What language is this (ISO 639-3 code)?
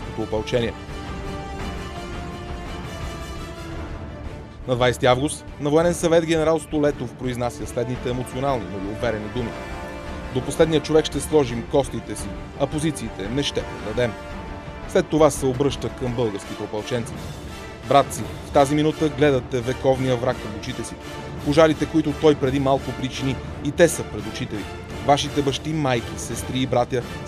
bul